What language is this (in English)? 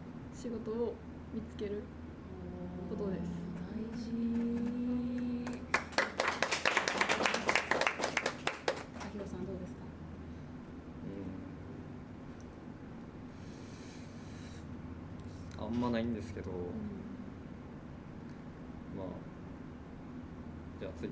Japanese